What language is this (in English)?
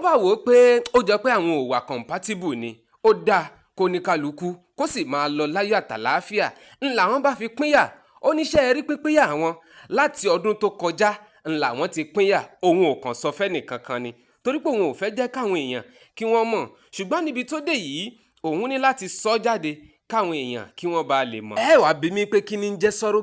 Yoruba